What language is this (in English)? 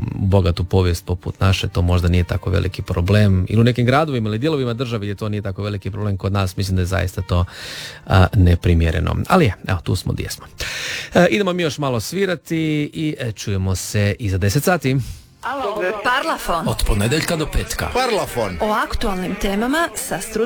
Croatian